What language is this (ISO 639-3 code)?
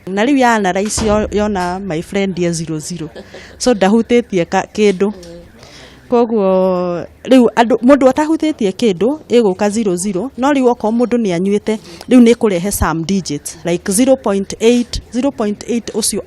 kik